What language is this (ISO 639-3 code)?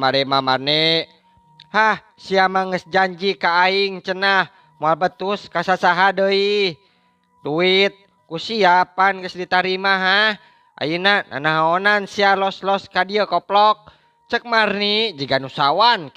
sun